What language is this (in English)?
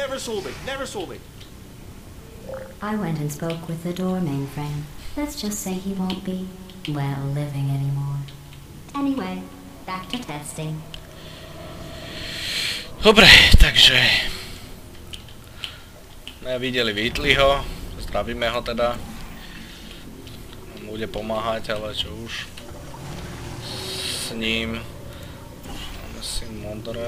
Slovak